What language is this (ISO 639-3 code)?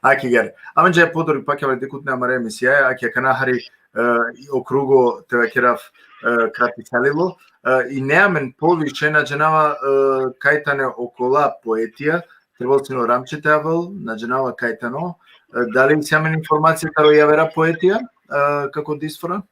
rmn